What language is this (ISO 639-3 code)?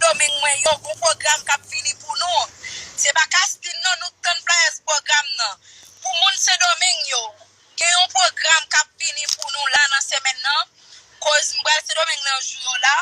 hat